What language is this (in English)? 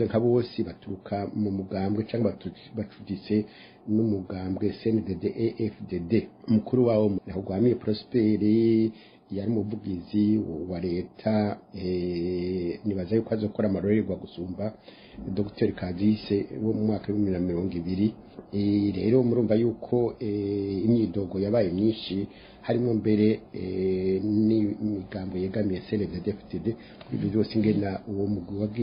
Rundi